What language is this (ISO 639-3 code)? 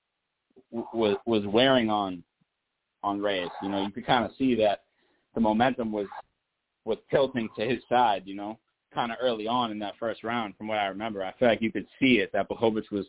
eng